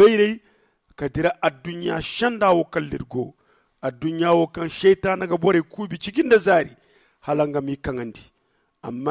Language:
Zarma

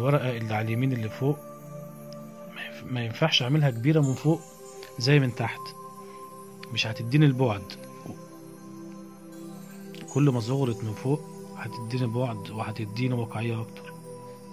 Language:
Egyptian Arabic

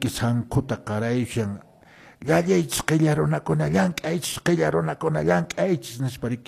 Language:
Quechua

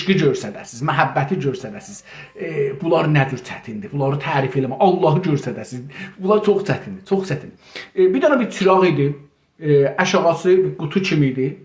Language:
South Azerbaijani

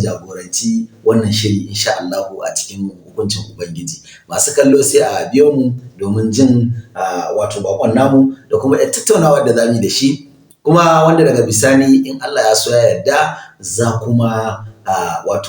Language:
Hausa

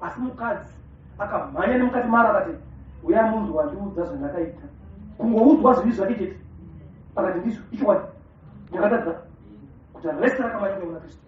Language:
Shona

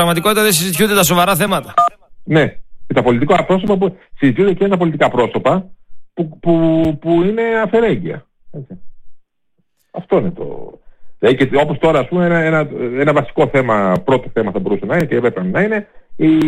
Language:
Greek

